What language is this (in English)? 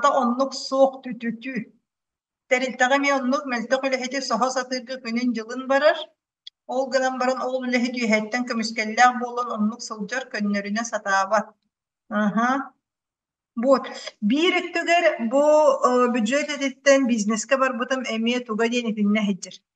Yakut